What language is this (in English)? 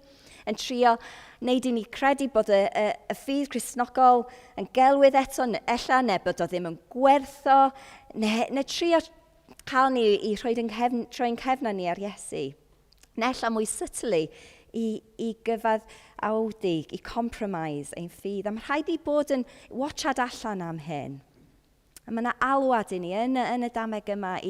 Welsh